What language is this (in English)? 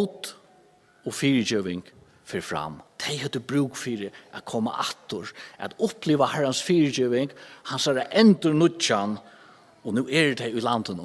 Faroese